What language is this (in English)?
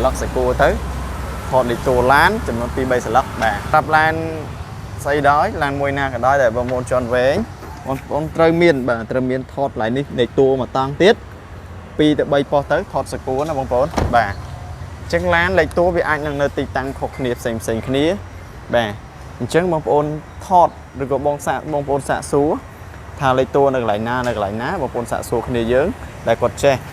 Khmer